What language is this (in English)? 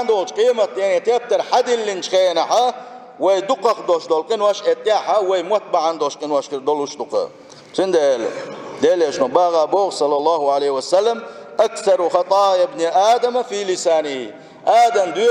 Chechen